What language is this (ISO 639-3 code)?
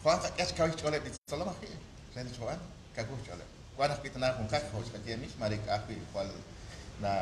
kek